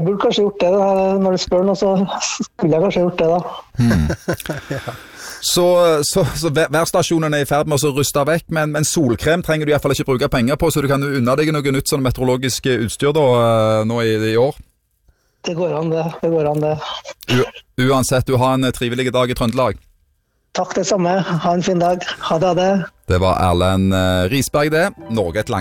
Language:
Norwegian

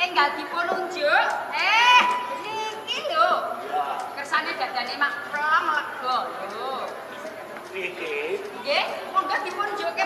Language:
Javanese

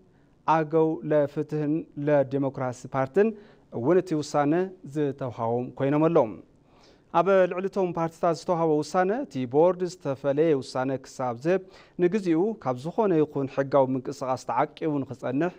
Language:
Tigrinya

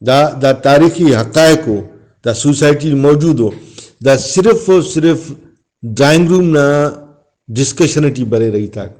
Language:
Brahui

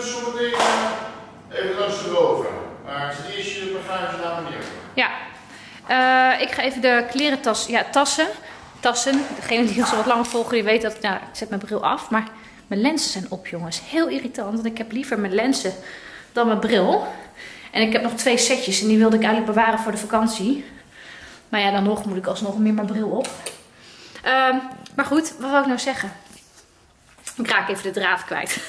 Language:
Dutch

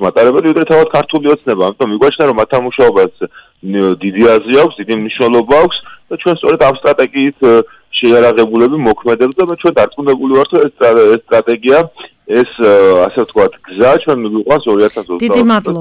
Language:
Georgian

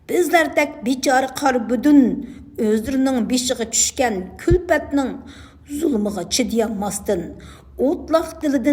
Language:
Uyghur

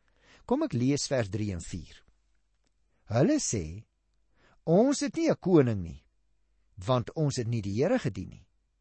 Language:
Afrikaans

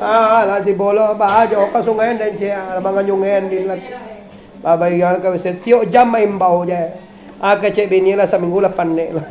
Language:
Minangkabau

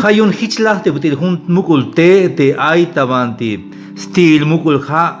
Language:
Tzeltal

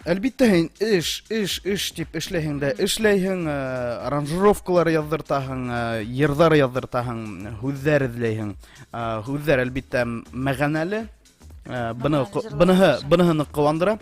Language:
Bashkir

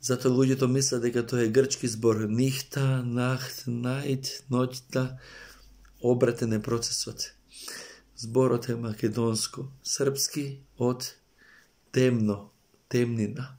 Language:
Macedonian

